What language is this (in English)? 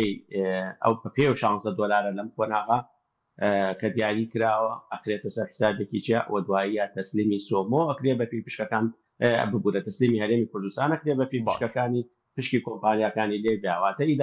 Central Kurdish